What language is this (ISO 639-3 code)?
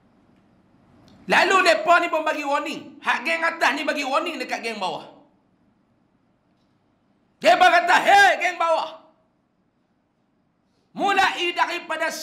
msa